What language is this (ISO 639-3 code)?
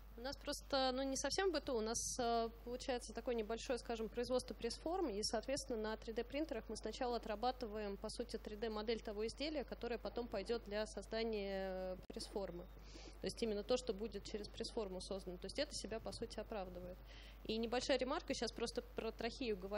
rus